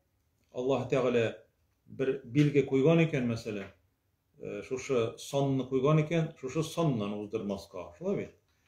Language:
Tatar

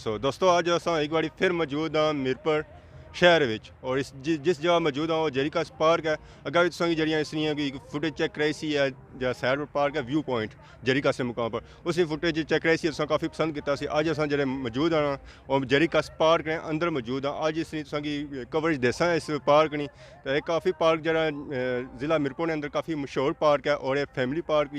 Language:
Pahari-Potwari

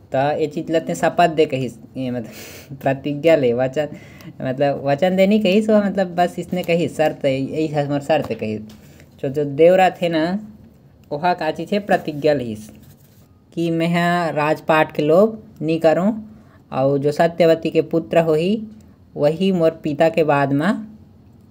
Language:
Chhattisgarhi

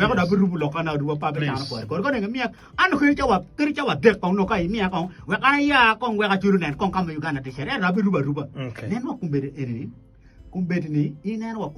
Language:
Acoli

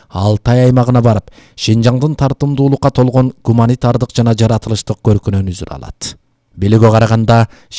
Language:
Kyrgyz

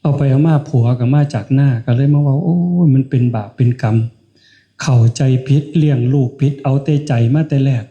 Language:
Northeastern Thai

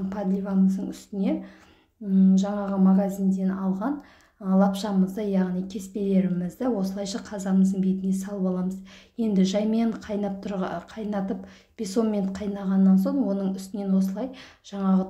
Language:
Kazakh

